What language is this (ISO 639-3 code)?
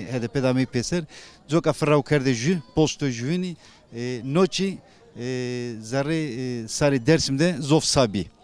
zza